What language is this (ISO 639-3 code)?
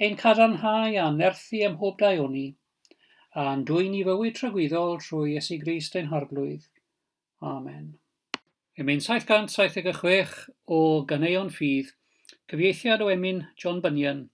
cym